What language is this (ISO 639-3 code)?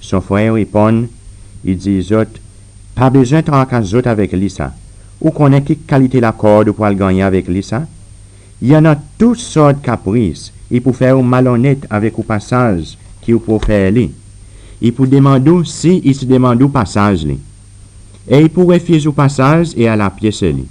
crs